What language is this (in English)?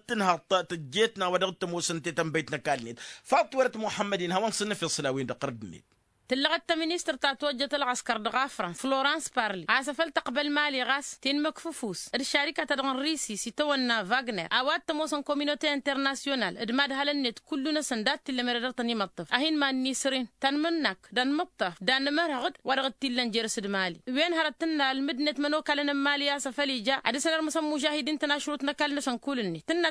Tamasheq